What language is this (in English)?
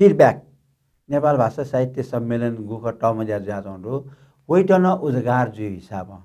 Newari